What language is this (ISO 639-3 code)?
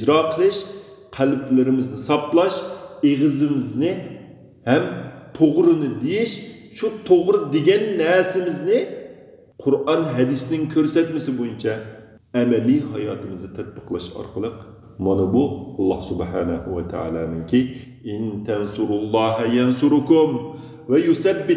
uig